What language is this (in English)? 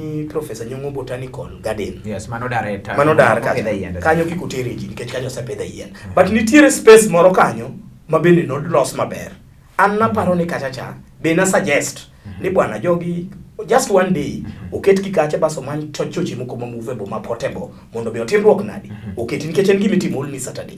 Luo (Kenya and Tanzania)